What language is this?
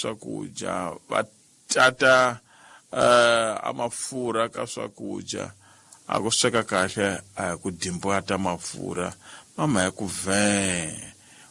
Tsonga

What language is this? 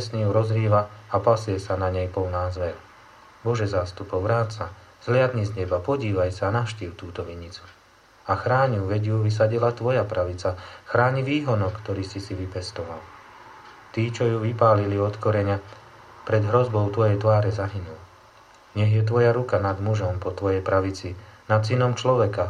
Slovak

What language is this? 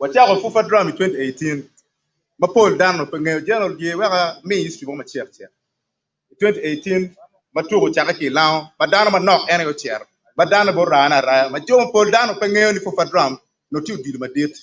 Acoli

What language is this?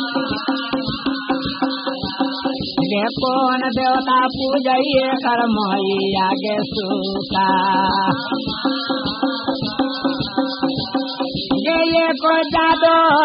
Bhojpuri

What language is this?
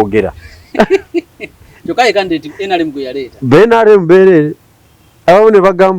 Ganda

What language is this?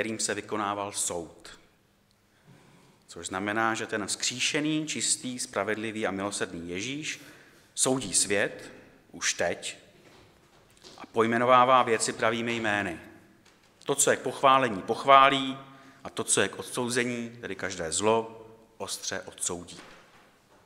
Czech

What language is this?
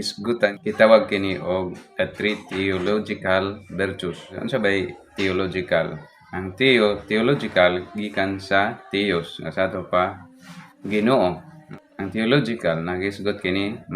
Cebuano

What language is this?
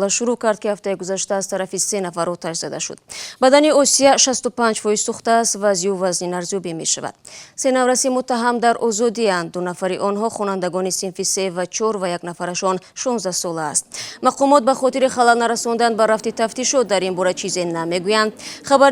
Tajik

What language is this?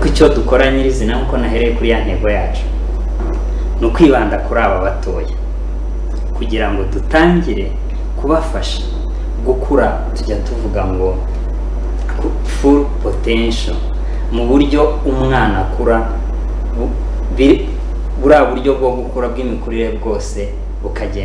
Kinyarwanda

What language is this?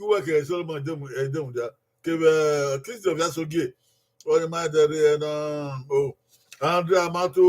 Bini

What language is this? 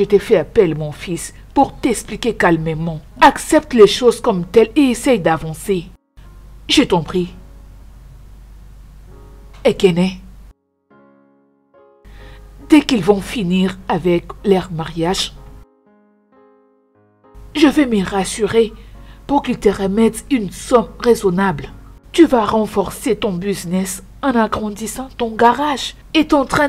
French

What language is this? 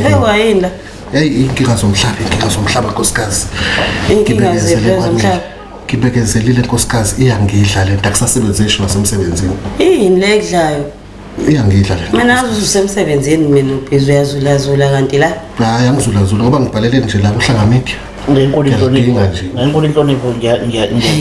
Zulu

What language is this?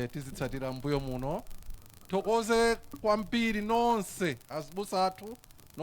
Nyanja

